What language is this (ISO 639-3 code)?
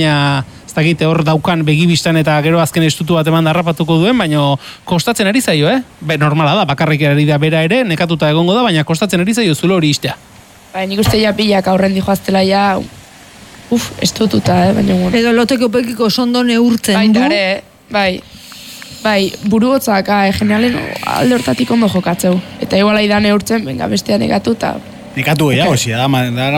eus